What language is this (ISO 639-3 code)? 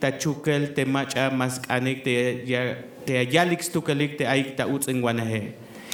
tzh